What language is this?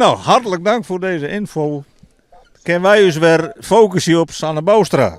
Western Frisian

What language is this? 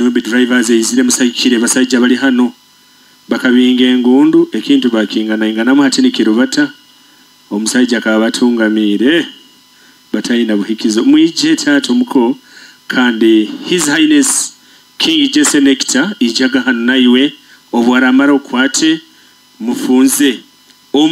Nyoro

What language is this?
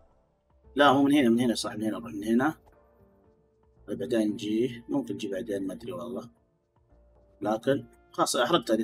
Arabic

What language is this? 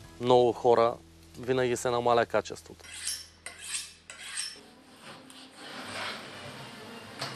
Bulgarian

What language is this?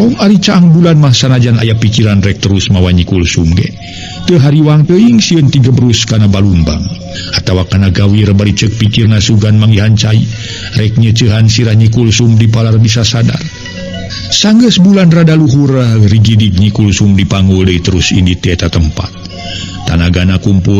Sundanese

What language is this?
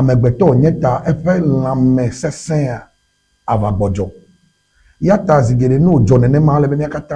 Ewe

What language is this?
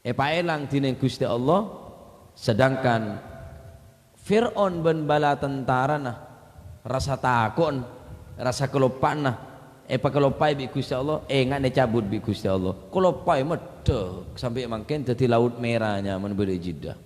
Madurese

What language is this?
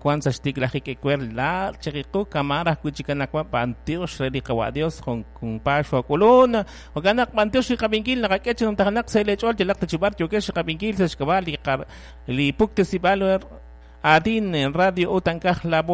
Kekchí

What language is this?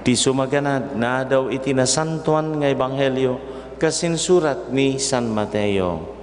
Iloko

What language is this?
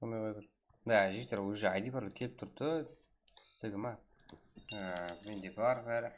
Kara-Kalpak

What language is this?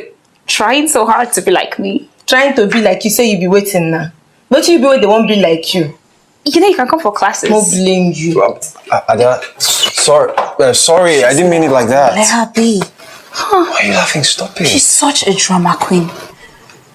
Nigerian Pidgin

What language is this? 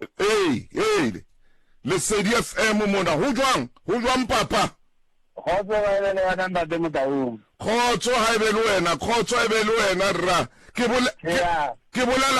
Southern Sotho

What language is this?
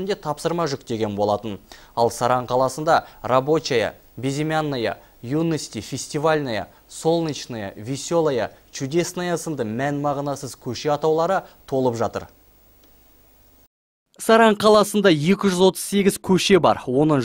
Kazakh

